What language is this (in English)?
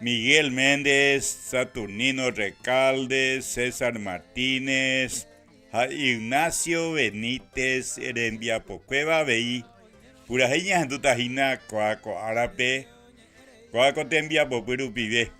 Guarani